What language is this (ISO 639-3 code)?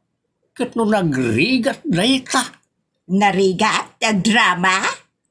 ilo